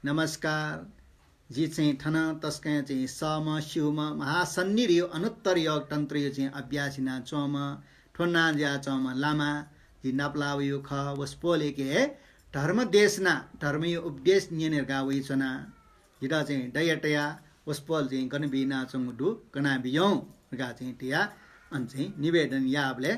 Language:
Newari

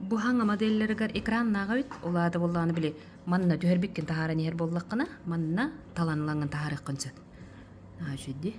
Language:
Yakut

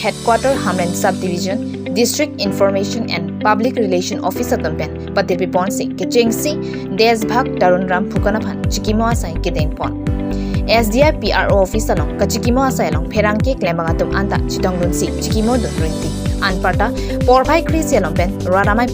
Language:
Karbi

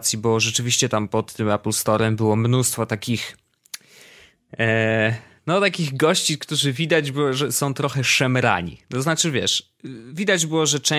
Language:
Polish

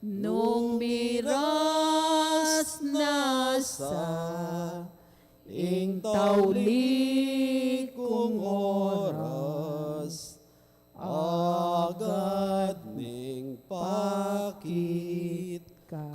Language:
Pampanga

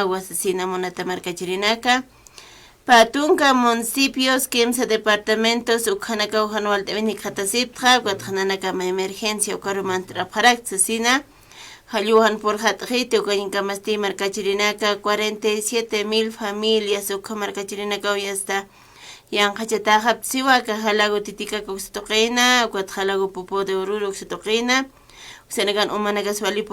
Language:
Aymara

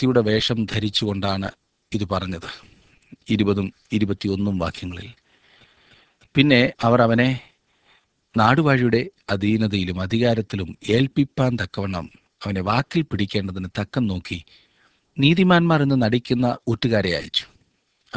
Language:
Malayalam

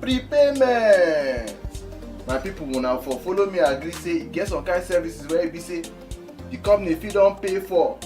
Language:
Nigerian Pidgin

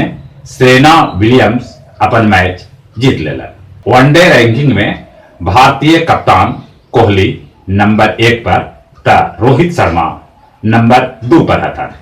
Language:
Magahi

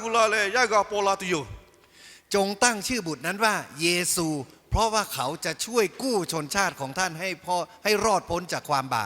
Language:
Lahu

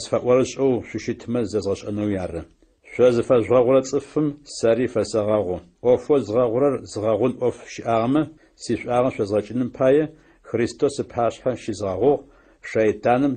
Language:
Adyghe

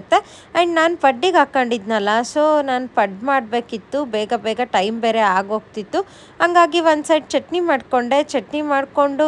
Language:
Kannada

